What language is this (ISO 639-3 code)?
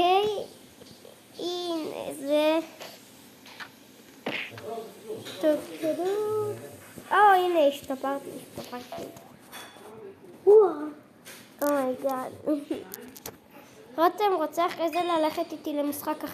heb